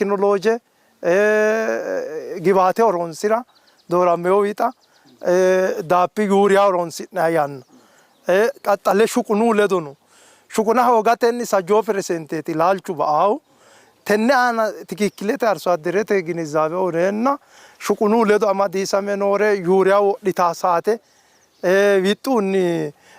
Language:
Sidamo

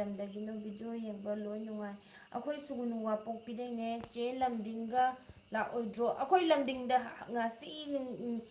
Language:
Manipuri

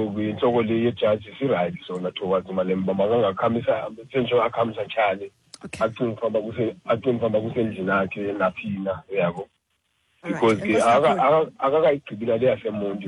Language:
Xhosa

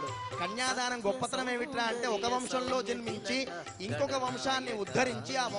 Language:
Telugu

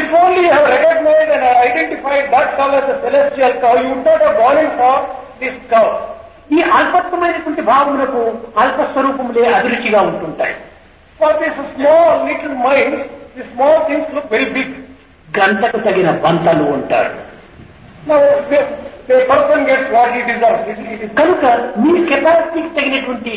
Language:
Telugu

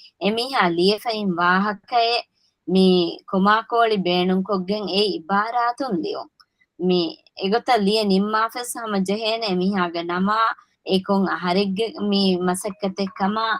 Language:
Divehi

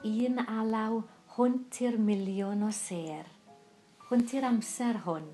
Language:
Welsh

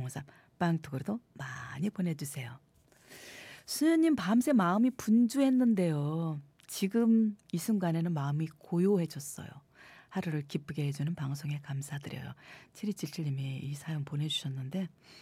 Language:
Korean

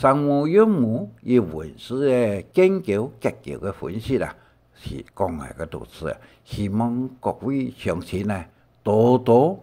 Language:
Hakka Chinese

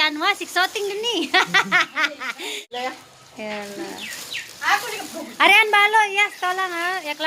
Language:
Sasak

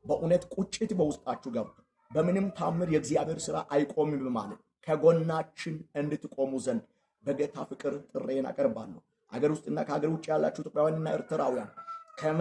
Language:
Amharic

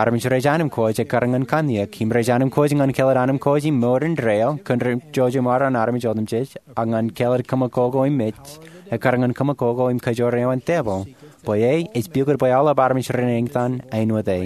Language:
Marshallese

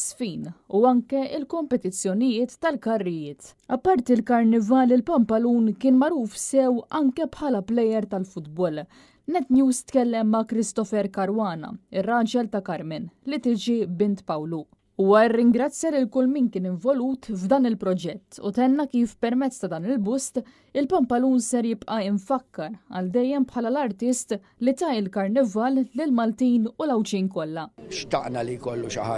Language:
Maltese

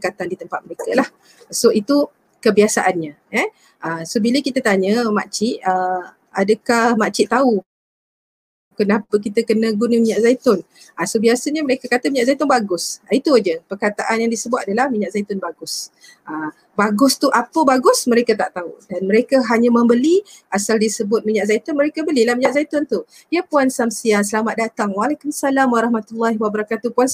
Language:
Malay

